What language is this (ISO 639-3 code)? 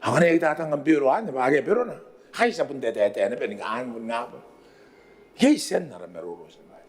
gil